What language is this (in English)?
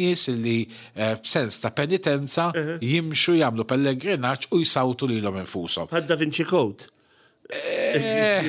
Maltese